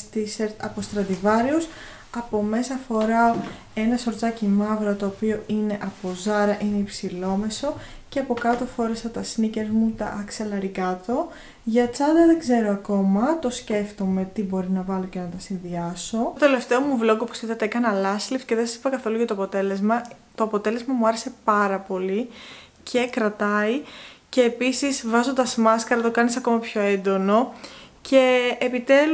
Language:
Greek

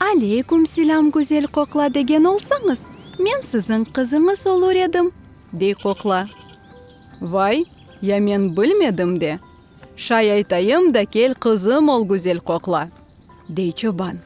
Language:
Crimean Tatar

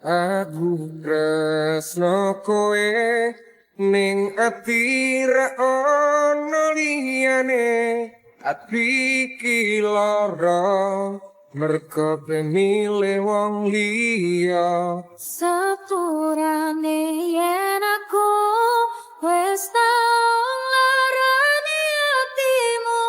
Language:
Javanese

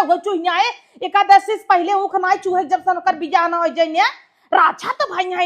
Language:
Awadhi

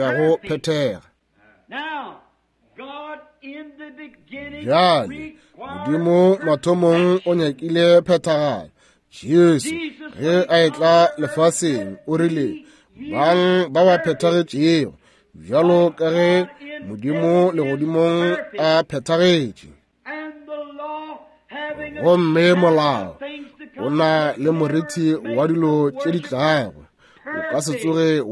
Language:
Northern Sotho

